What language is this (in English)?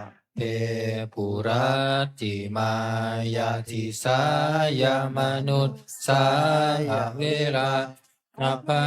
Pali